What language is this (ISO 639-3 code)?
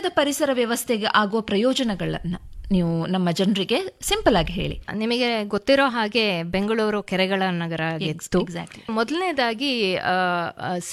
kan